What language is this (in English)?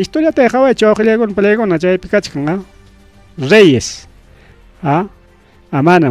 Ayacucho Quechua